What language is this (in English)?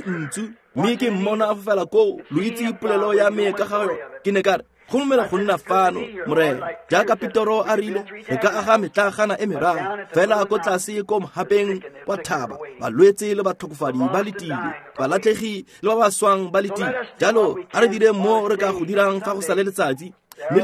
Tswana